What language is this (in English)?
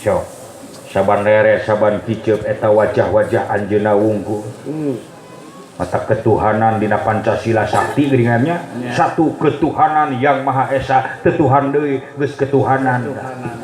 Sundanese